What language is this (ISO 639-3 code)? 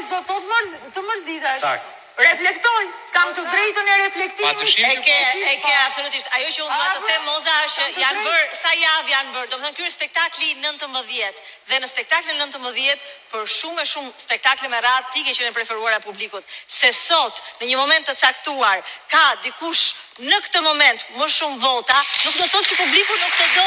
sqi